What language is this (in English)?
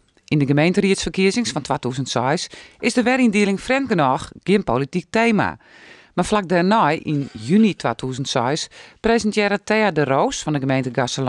Western Frisian